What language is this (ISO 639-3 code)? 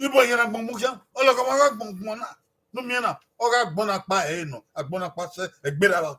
bin